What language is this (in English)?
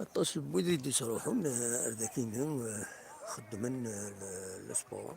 Kabyle